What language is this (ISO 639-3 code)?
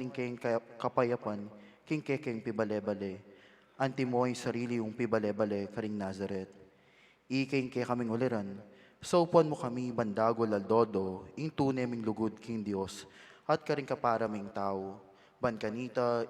pam